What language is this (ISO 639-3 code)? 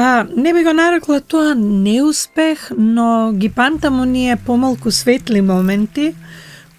mkd